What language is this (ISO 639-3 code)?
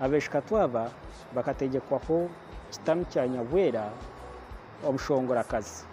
nyn